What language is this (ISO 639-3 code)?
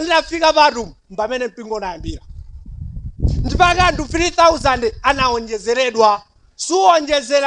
nya